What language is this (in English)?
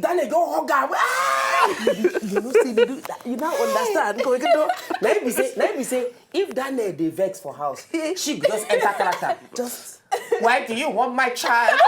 Nigerian Pidgin